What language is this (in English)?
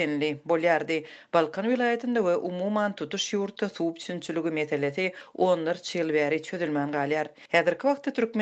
Turkmen